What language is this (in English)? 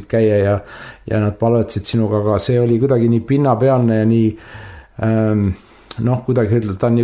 Estonian